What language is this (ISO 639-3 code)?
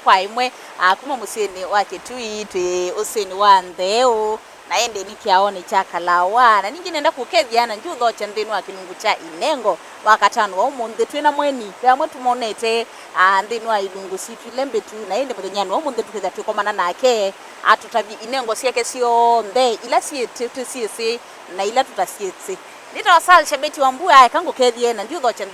kam